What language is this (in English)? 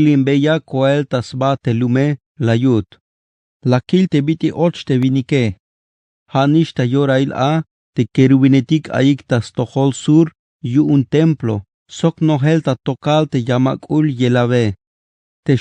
Tzeltal